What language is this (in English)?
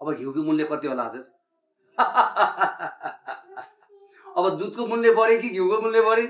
Nepali